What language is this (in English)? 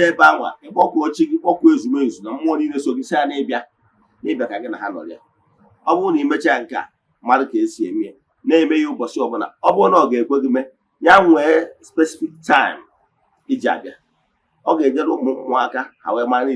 Igbo